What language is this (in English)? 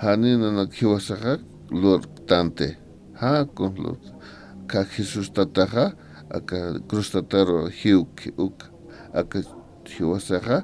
Aymara